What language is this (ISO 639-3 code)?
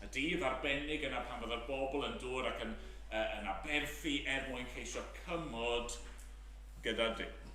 cym